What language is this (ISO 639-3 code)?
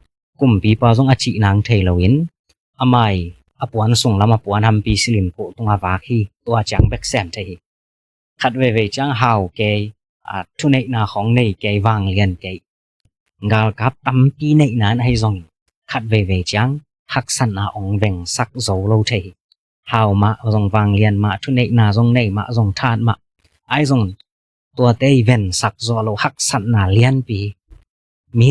ctd